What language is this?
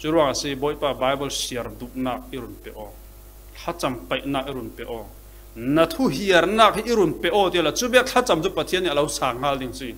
Falam Chin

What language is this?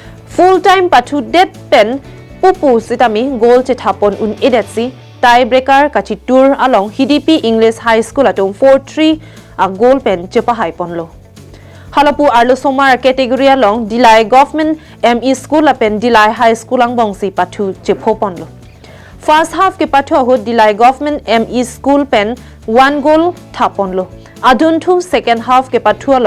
Karbi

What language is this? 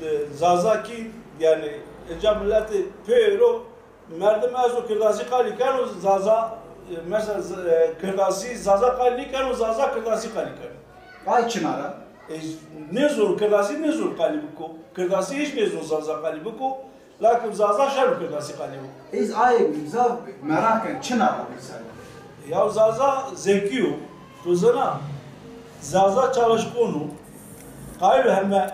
Zaza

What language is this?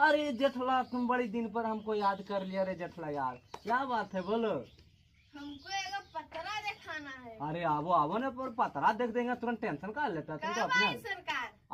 Magahi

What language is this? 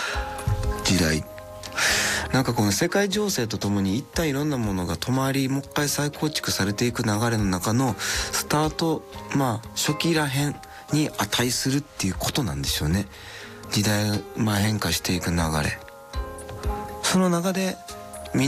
Japanese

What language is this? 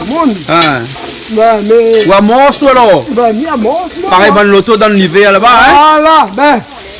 Réunion Creole French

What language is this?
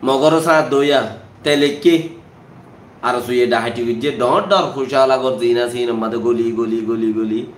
Rohingya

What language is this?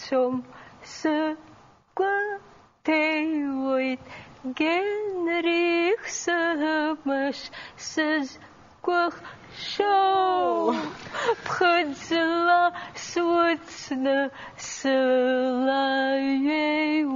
Abkhazian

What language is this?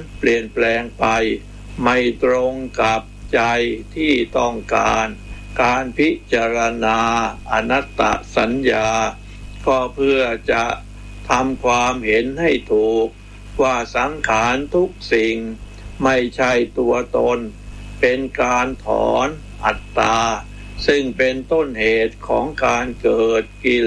Thai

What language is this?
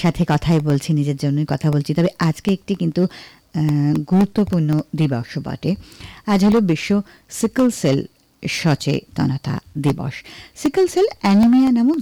Bangla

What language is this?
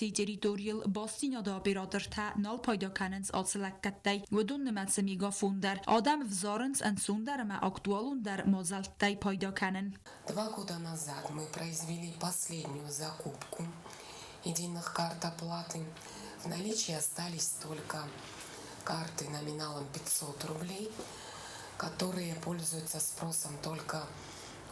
Ossetic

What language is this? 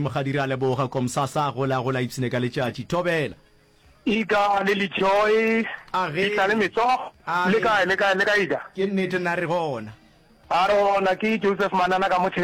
Northern Sotho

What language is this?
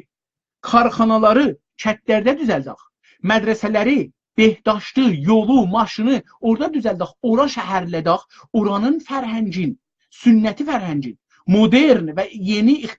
South Azerbaijani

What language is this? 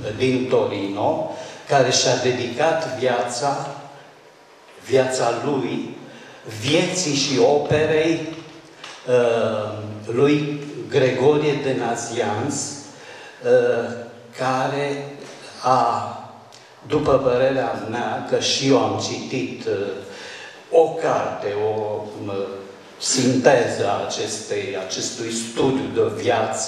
Romanian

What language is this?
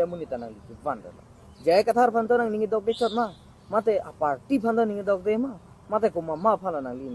Karbi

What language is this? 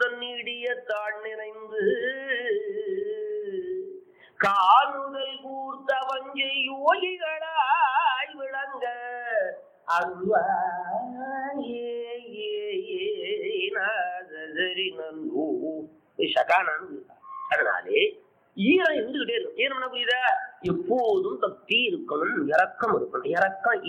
Tamil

